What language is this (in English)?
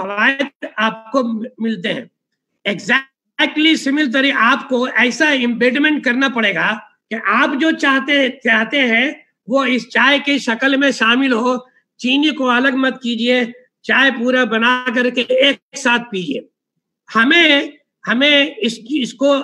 Urdu